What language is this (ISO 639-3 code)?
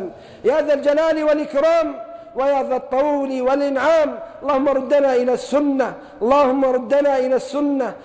ara